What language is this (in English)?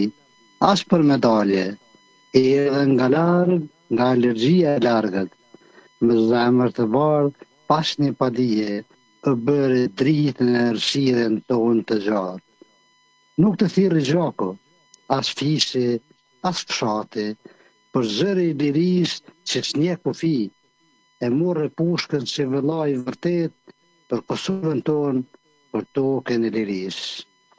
Albanian